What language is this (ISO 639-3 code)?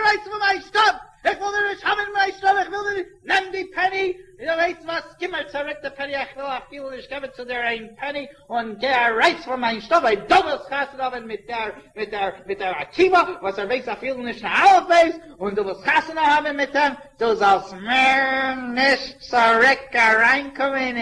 yid